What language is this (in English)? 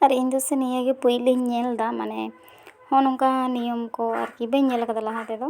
Santali